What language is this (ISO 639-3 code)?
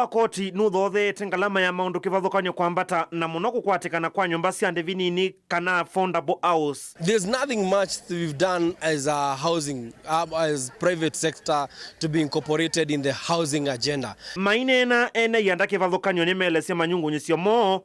kam